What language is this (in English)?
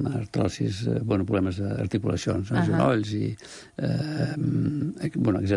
Catalan